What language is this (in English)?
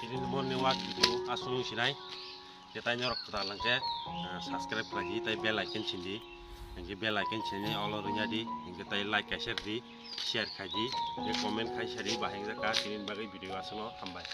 Kok Borok